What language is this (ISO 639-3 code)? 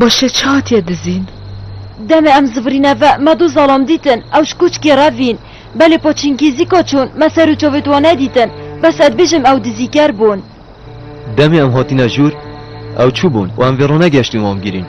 kur